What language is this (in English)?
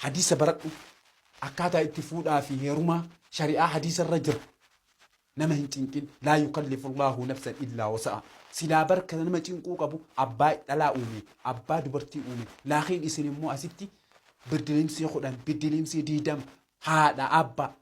Oromo